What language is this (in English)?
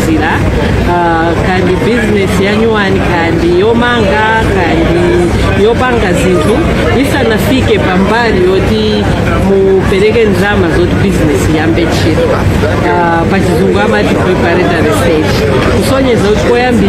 Nyanja